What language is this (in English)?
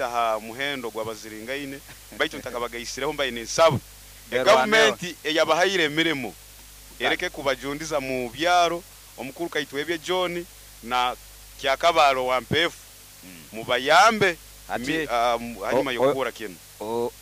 Nyoro